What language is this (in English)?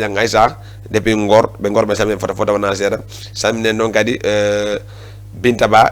Fula